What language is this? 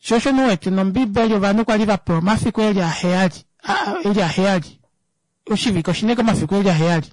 Kuanyama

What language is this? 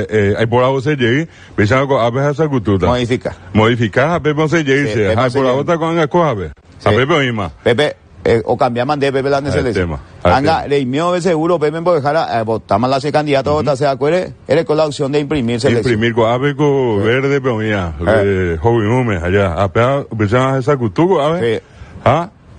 Guarani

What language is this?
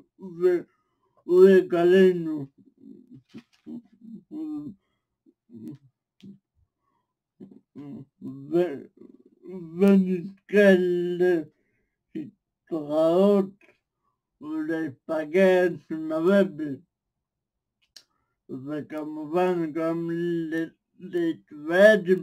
Hebrew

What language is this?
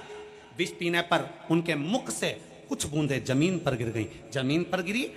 Hindi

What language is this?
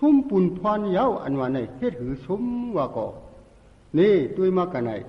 Shan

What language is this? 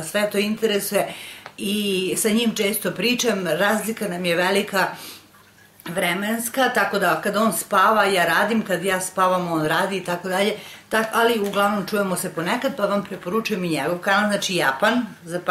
Serbian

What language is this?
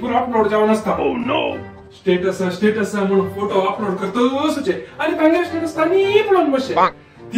Konkani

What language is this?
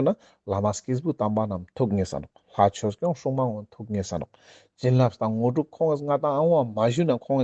Ladakhi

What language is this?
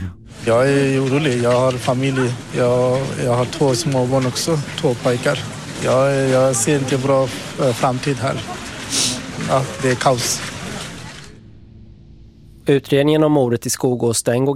Swedish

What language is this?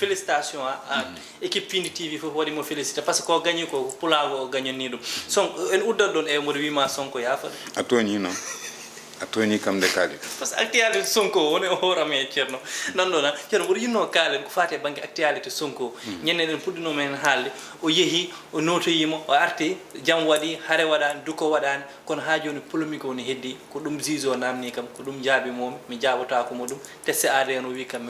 Fula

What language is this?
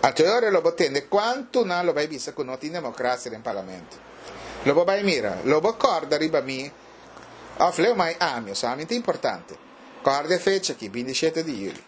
Papiamento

